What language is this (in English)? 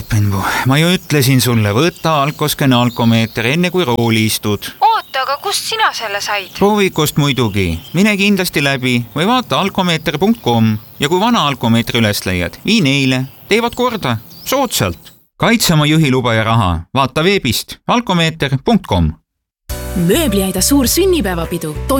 Estonian